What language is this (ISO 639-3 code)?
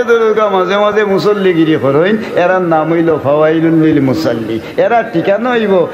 syl